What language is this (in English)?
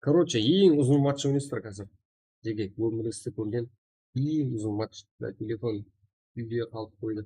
Kara-Kalpak